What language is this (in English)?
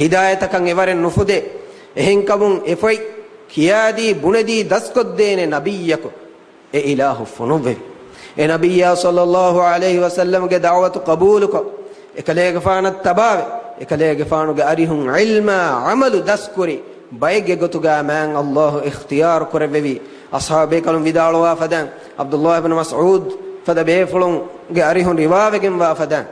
Divehi